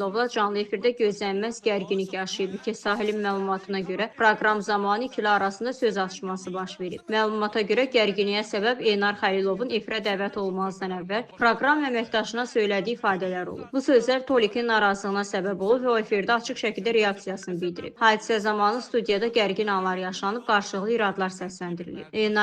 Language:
Azerbaijani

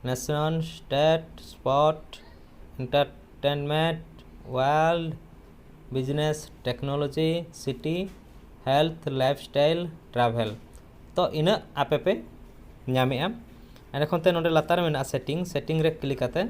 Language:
Santali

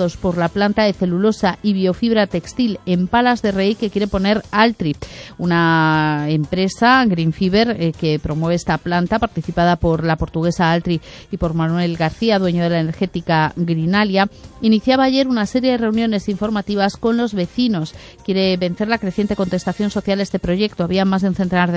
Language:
Spanish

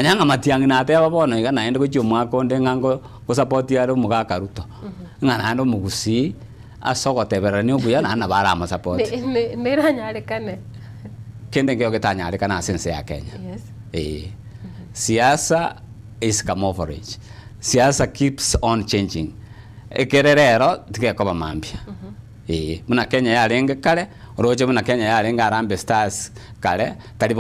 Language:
Gusii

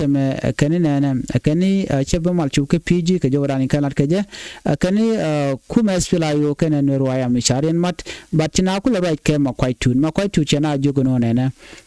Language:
Nuer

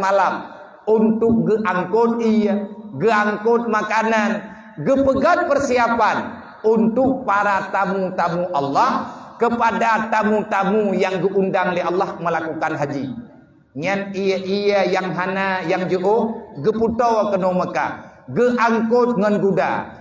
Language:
Achinese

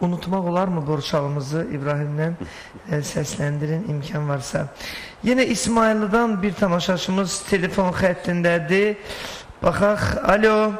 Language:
Azerbaijani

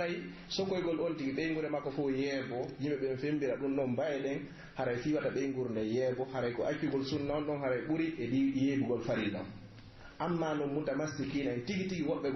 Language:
Pular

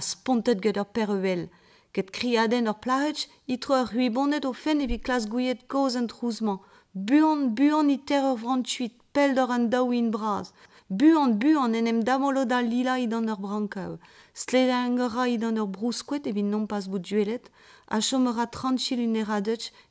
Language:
Breton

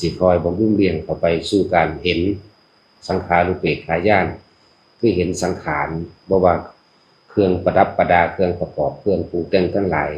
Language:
Northeastern Thai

